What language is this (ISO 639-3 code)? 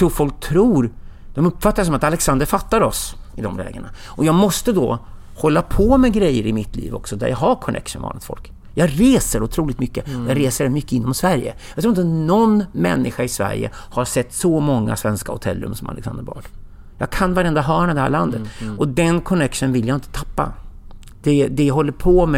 swe